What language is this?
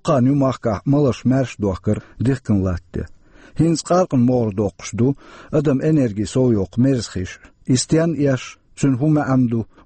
Chechen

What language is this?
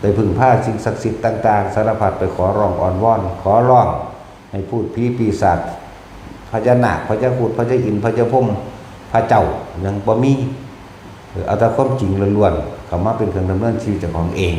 Northeastern Thai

